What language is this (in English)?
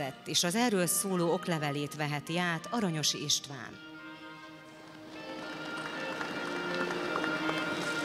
Hungarian